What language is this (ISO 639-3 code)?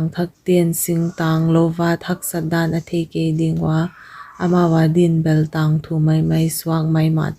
pck